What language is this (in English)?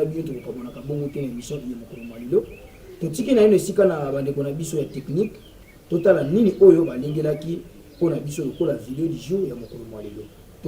Lingala